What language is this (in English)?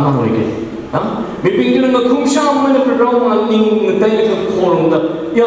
Tangkhul Naga (India)